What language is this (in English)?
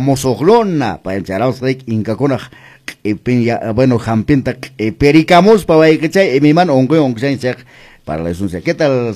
Quechua